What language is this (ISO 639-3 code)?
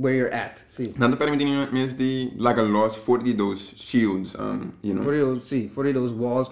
pap